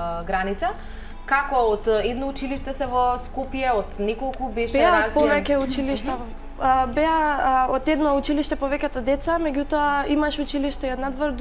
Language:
Macedonian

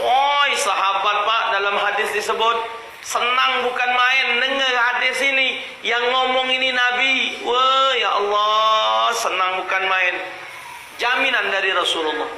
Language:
Musi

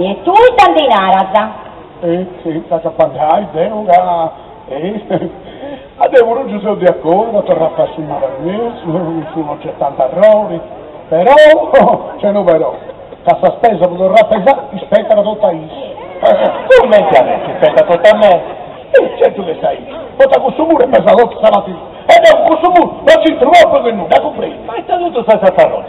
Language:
Sardinian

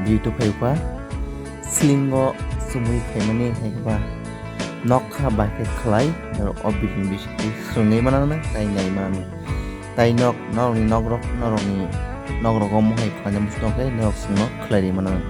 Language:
Kok Borok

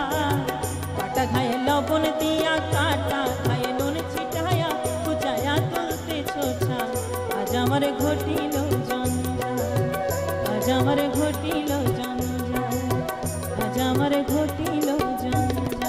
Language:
Bangla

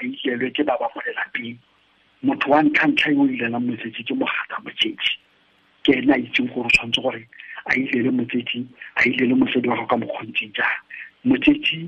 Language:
Tswana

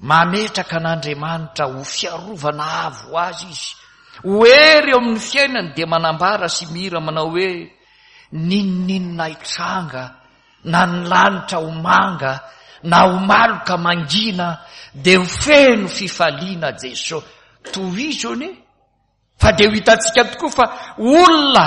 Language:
Malagasy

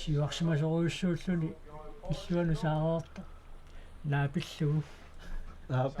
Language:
Kalaallisut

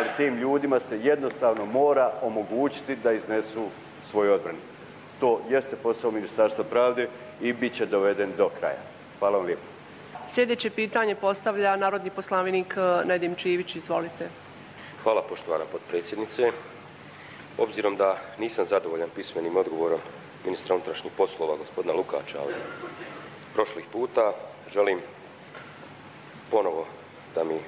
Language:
Bosnian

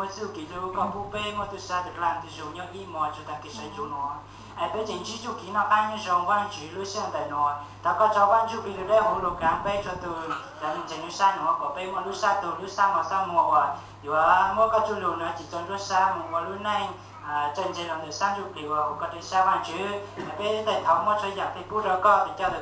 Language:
Hmong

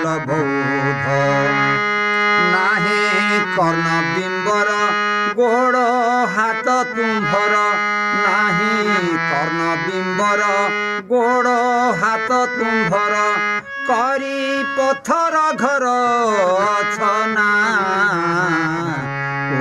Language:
Odia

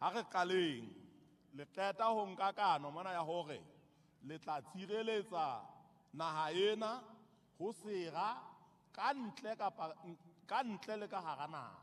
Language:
Southern Sotho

